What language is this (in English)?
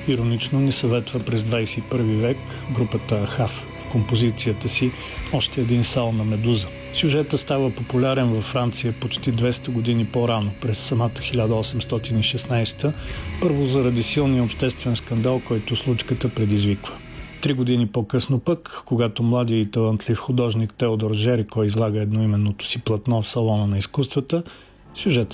Bulgarian